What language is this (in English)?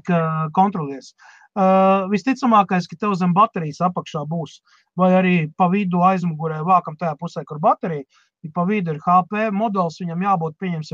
Latvian